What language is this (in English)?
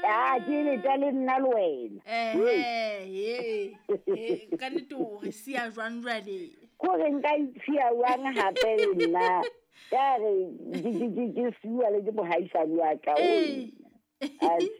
Southern Sotho